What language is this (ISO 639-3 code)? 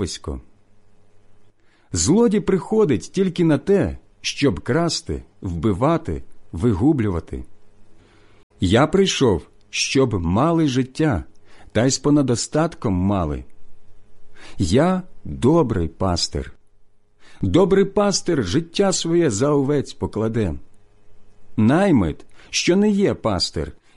ukr